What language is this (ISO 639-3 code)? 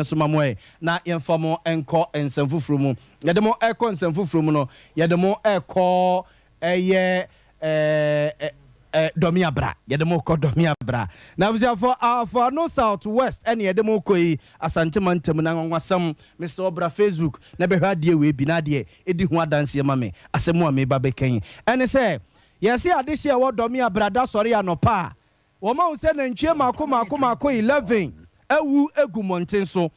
aka